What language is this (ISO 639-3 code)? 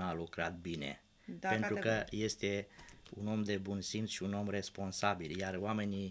ron